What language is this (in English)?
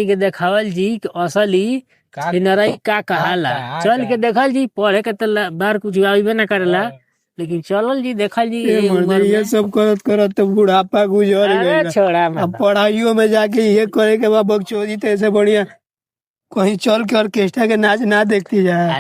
Bhojpuri